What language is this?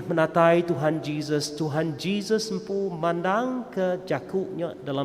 Iban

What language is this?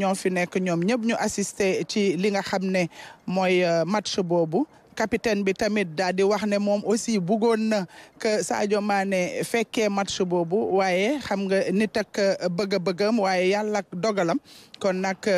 Wolof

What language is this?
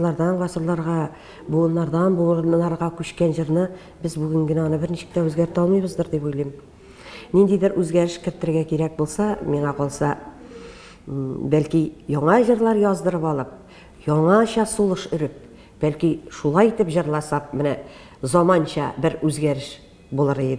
Tatar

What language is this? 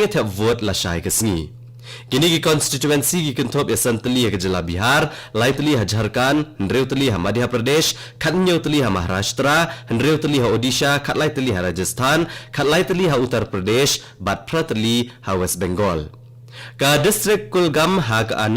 Khasi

